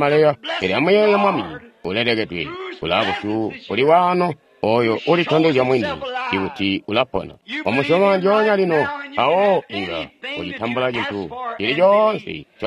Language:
Tonga (Zambia)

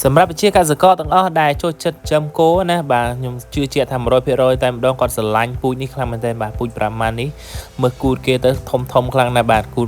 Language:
Khmer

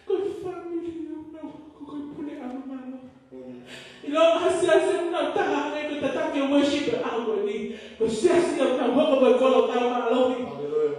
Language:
Tongan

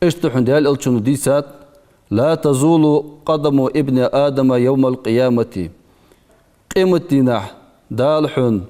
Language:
Ingush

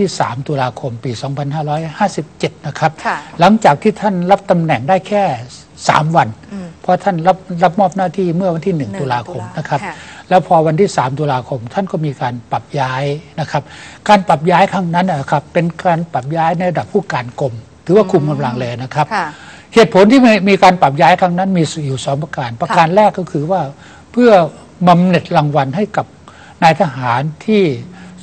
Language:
Thai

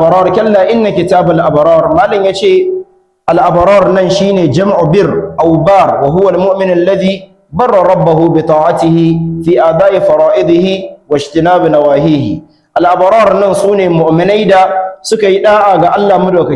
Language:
Hausa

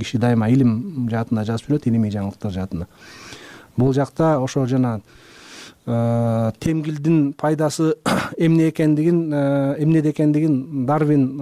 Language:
Kyrgyz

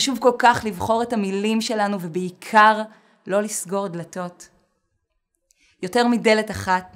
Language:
Hebrew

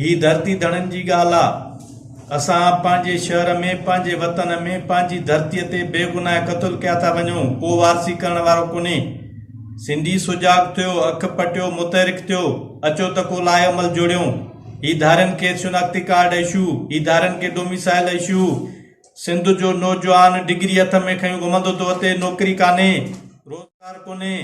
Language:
Sindhi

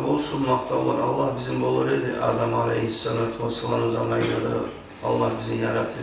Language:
Kumyk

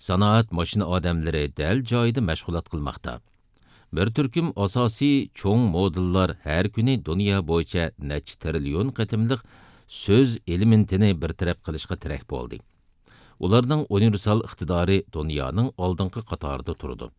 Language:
Uyghur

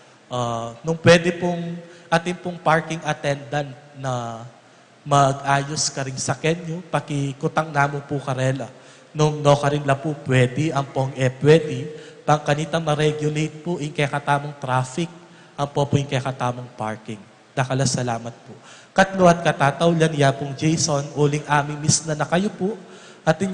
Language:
Pampanga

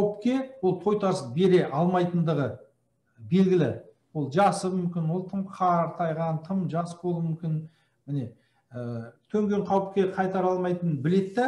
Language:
Kazakh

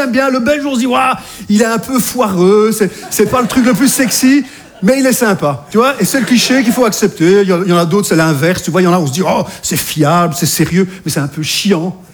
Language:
French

